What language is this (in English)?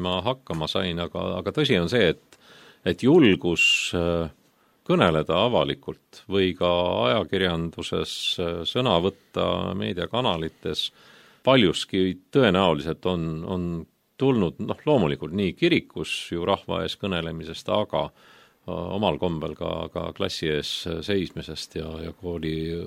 Estonian